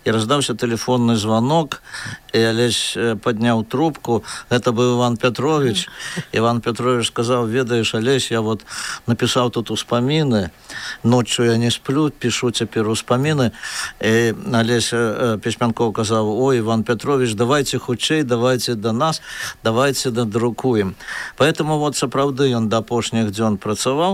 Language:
Belarusian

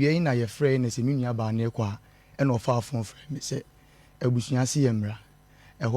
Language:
Akan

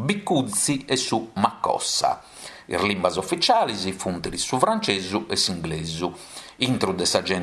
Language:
Sardinian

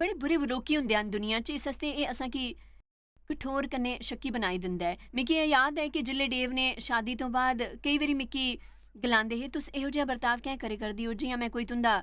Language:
Dogri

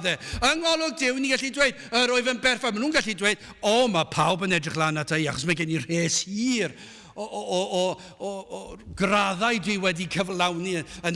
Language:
Welsh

